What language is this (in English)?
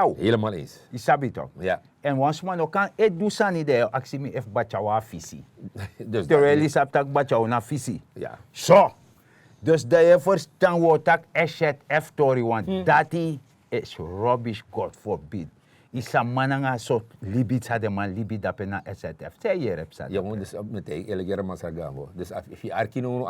Sranan Tongo